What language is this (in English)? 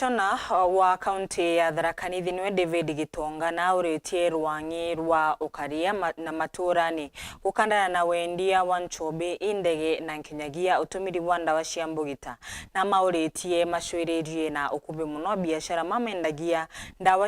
Meru